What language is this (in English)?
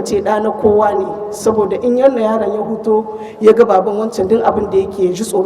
Hausa